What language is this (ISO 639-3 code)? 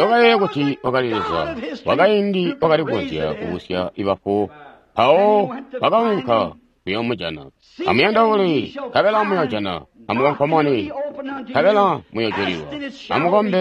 toi